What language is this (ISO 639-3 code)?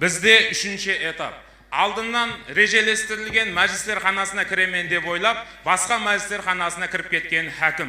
kaa